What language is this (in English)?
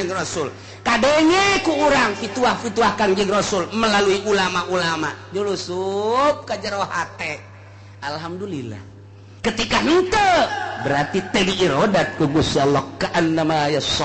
Sundanese